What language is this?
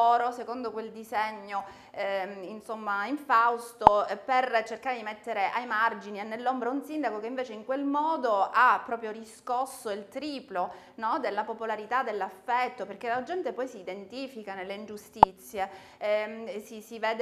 Italian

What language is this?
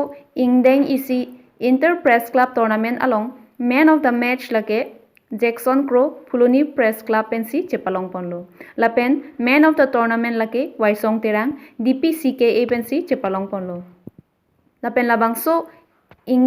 Karbi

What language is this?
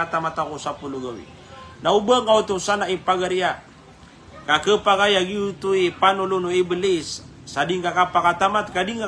Maranao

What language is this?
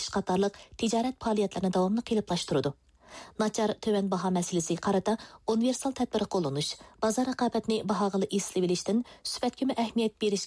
Uyghur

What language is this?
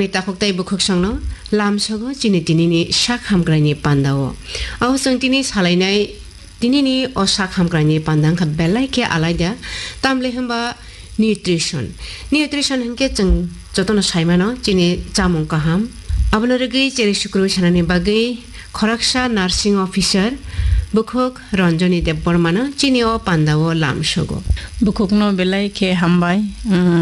Kok Borok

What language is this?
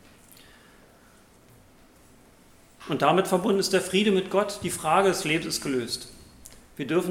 German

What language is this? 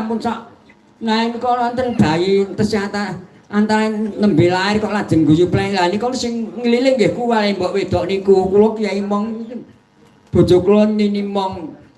Javanese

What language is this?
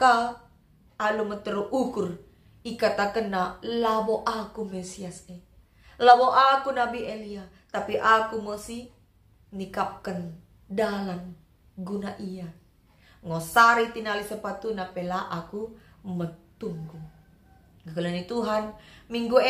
Batak Karo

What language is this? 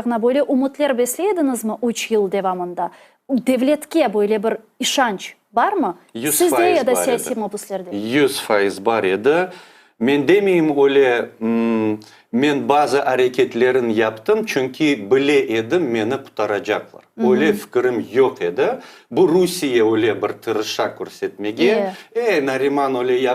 Crimean Tatar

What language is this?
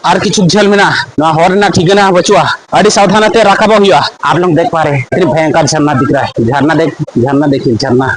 Santali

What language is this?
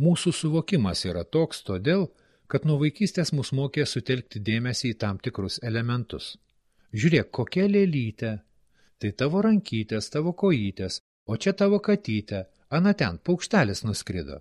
Lithuanian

